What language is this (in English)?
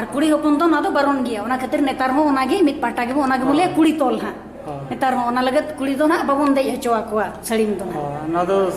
Santali